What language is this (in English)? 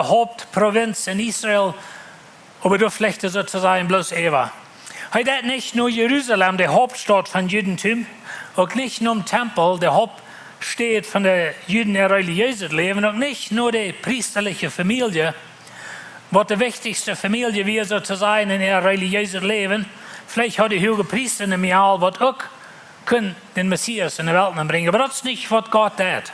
Plautdietsch